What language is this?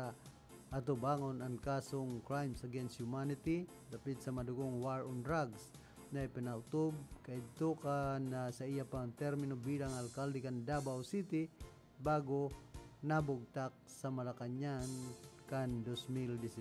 Bikol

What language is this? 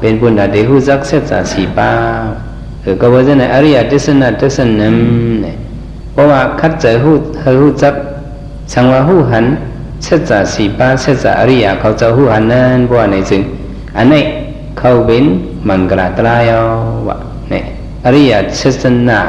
Shan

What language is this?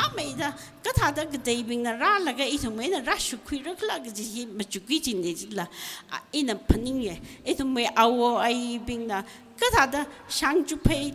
Tangkhul Naga (India)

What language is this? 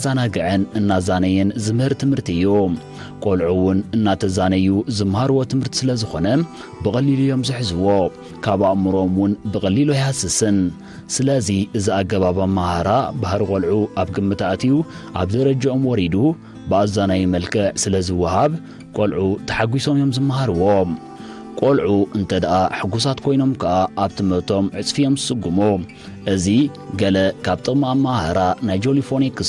Tigrinya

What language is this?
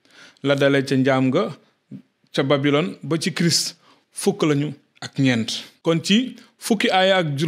Wolof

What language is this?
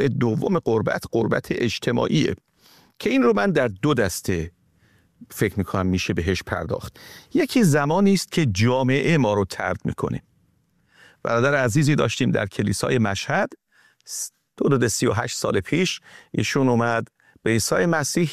Persian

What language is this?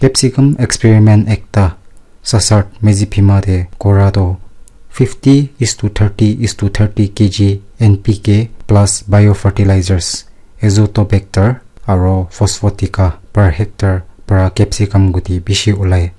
Naga Pidgin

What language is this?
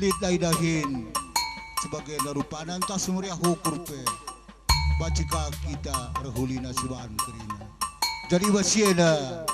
Batak Karo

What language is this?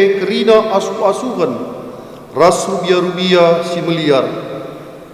Batak Karo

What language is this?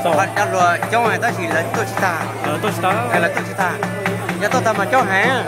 Hmong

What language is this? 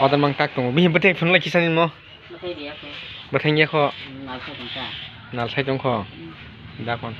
Kok Borok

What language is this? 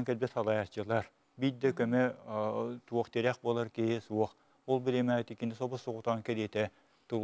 Yakut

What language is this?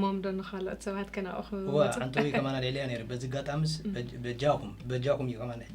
Tigrinya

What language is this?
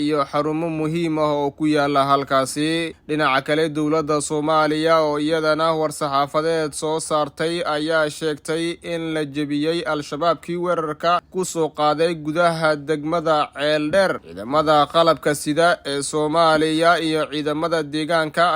Somali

